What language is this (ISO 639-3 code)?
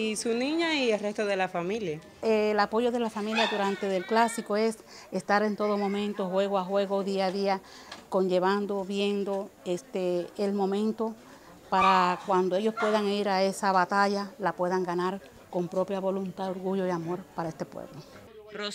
spa